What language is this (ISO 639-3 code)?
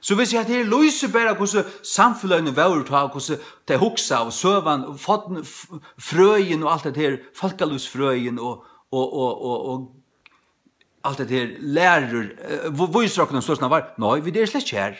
fao